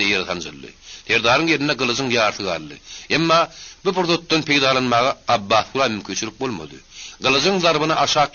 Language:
Turkmen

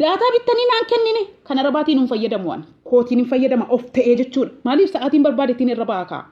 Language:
Oromo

